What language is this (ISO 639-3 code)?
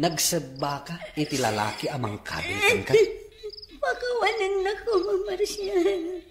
ilo